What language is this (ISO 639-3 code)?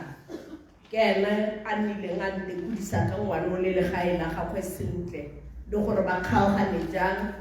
tsn